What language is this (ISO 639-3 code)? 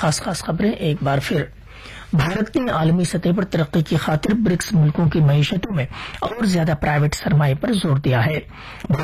urd